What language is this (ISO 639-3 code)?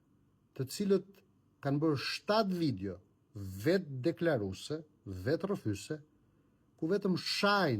sqi